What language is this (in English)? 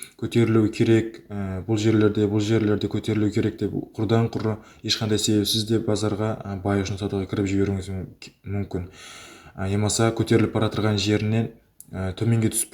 Kara-Kalpak